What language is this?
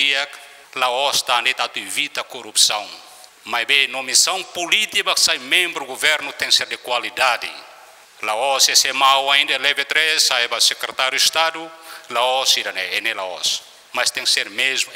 Tetum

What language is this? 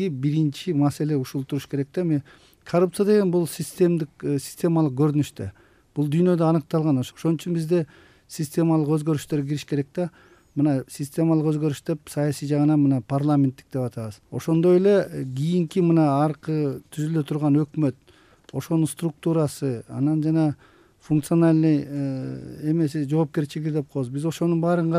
Kyrgyz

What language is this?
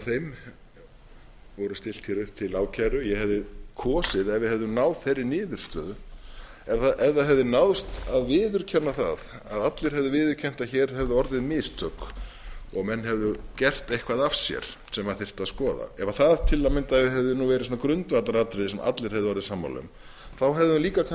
Icelandic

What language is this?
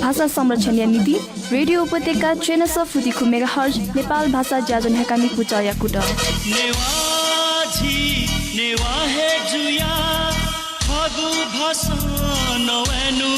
Newari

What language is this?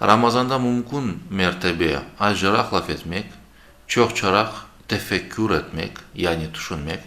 Crimean Tatar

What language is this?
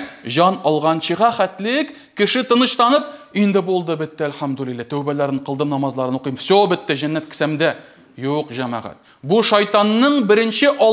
Tatar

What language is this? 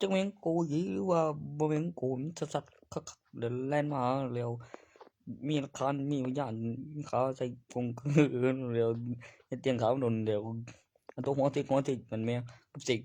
Northeastern Thai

